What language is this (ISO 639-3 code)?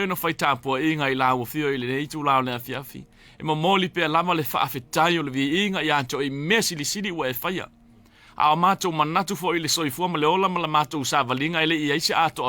smo